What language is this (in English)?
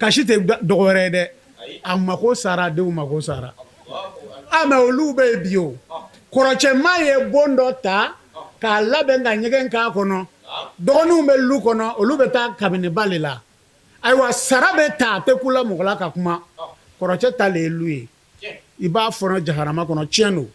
Bambara